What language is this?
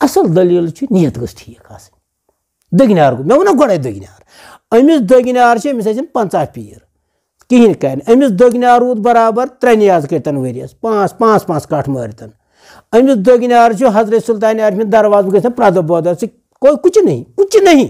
Kashmiri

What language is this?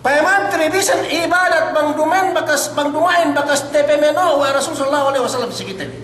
Yakan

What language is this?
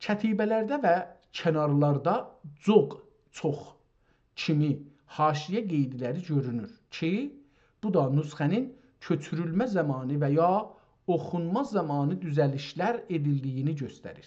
South Azerbaijani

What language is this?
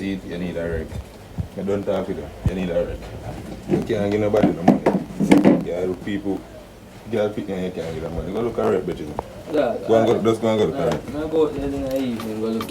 Jamaican Creole English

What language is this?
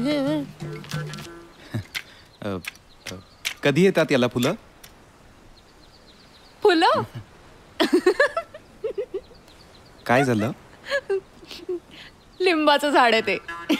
Marathi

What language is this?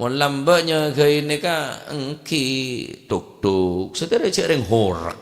Madurese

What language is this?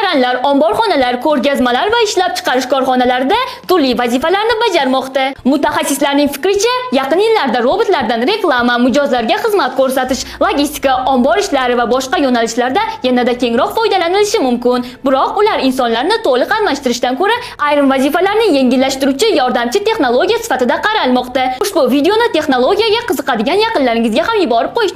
Uzbek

